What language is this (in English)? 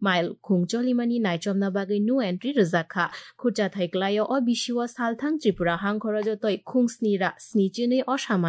Kok Borok